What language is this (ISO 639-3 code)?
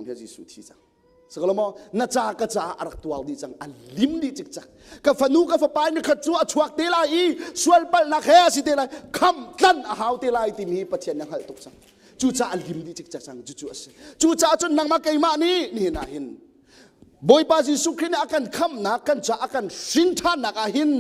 cnh